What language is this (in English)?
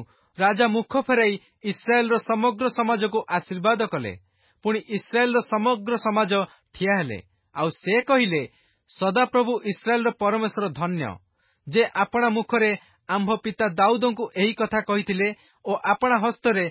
Odia